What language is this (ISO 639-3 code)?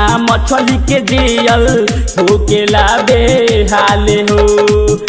bho